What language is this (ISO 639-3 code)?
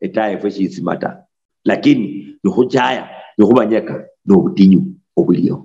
luy